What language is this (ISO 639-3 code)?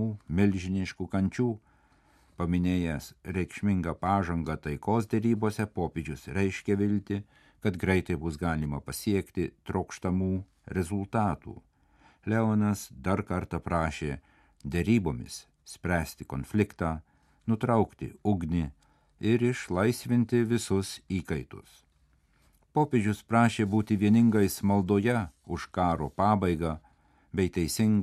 lit